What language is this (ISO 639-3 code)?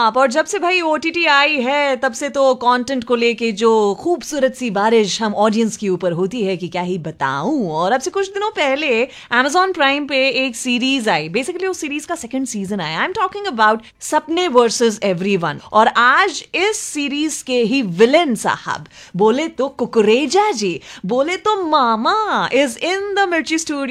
hin